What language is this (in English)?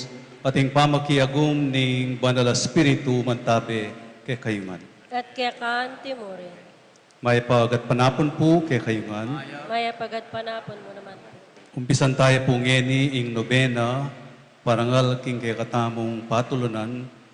Pampanga